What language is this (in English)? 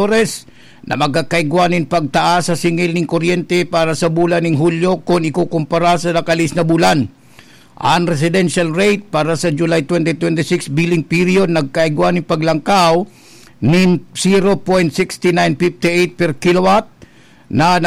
Bikol